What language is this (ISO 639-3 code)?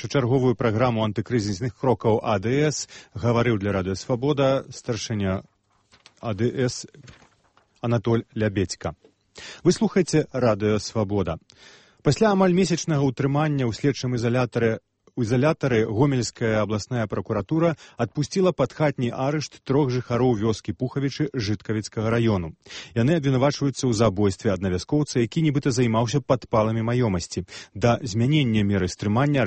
bel